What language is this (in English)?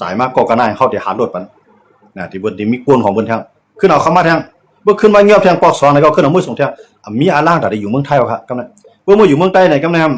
Shan